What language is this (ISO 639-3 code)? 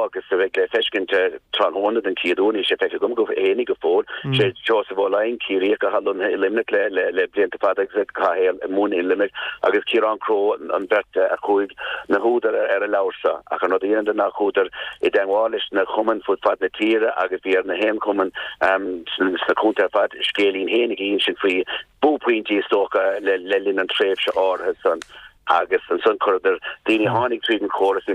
gle